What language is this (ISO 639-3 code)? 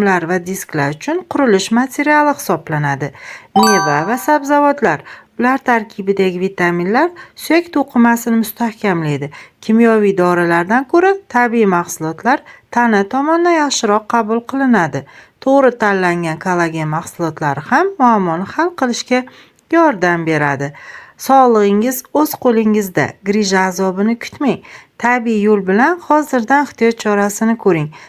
uzb